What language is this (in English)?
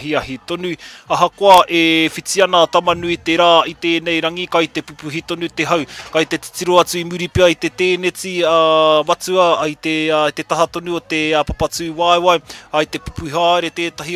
Māori